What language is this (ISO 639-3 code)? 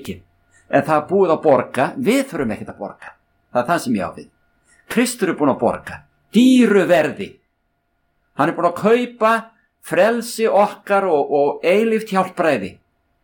isl